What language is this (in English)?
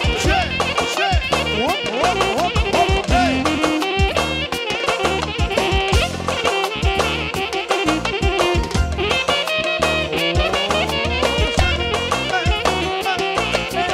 Romanian